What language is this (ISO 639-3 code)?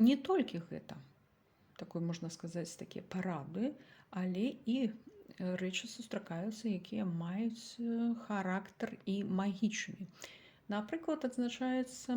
bel